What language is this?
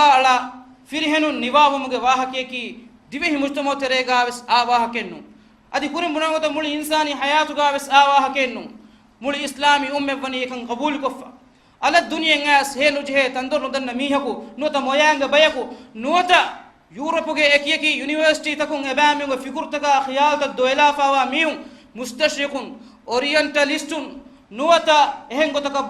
Divehi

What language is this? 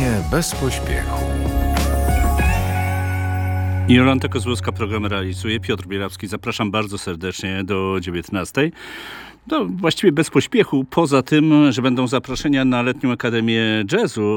Polish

